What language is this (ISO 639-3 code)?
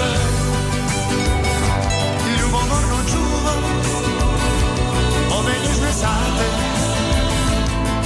hrv